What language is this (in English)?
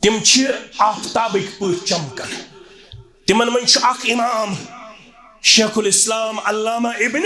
Kashmiri